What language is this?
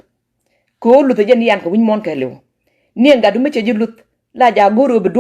Nuer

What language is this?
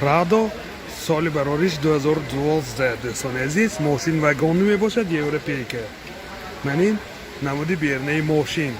Tajik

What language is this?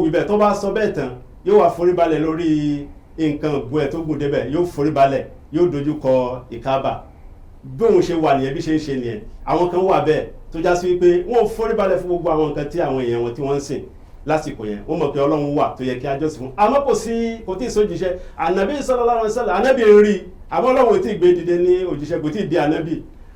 Yoruba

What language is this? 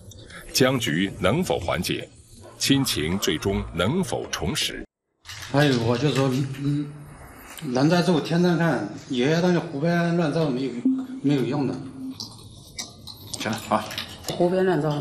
Chinese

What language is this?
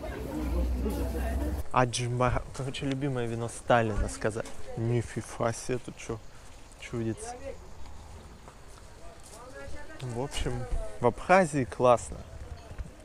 Russian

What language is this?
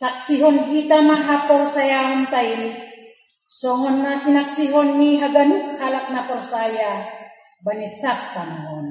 Batak Simalungun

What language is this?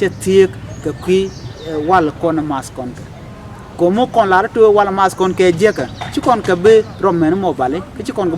Nuer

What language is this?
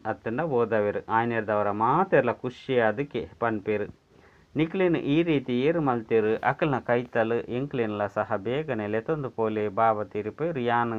Tulu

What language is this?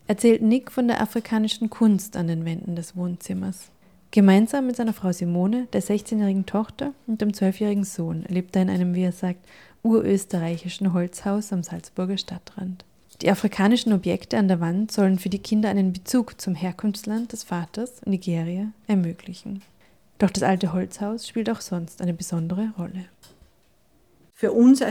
German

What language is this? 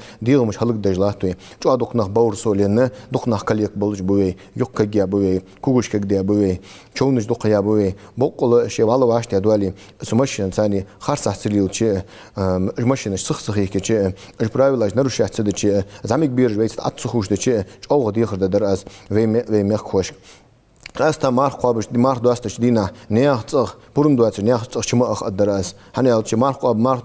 Ingush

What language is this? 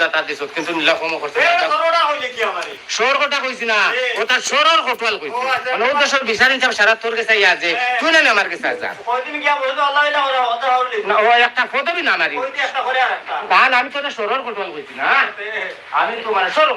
Sylheti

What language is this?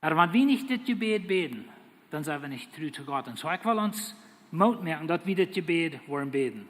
Plautdietsch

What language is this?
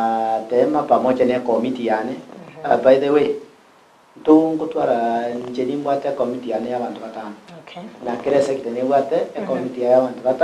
Gusii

